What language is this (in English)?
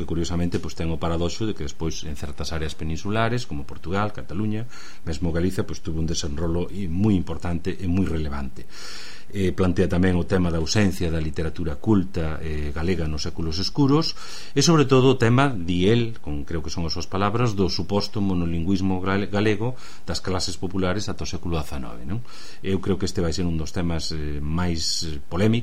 Galician